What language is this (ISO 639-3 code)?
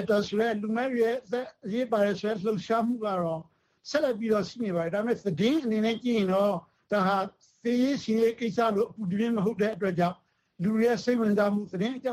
mya